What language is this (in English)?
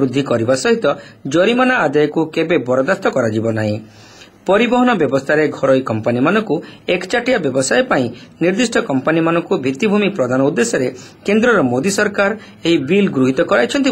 Odia